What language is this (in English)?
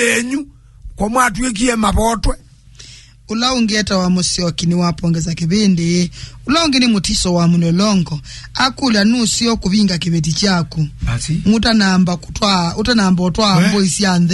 Kamba